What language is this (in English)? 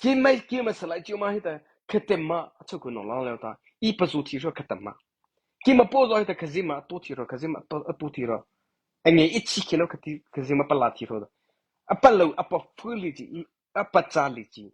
Mara Chin